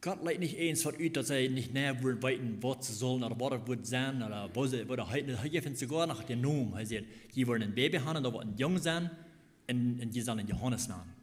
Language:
Plautdietsch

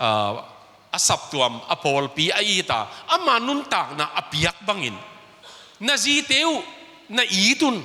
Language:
Tedim Chin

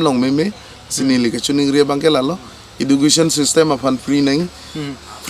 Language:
Karbi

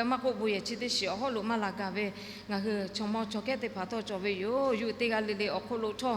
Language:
Lahu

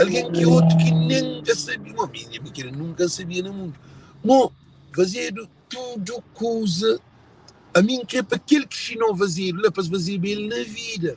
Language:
Kabuverdianu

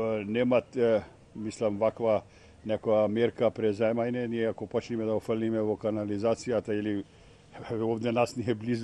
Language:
Macedonian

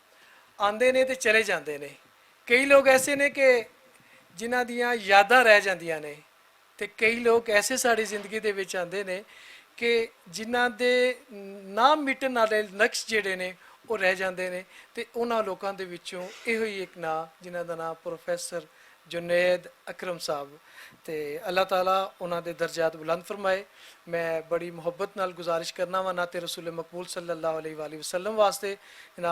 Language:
Western Panjabi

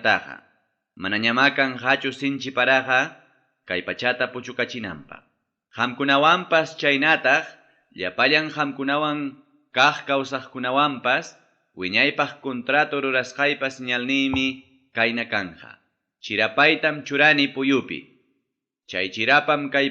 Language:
Ayacucho Quechua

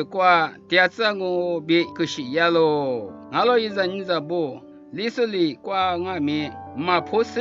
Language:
Lisu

